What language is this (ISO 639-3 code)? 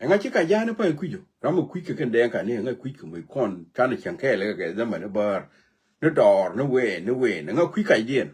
nus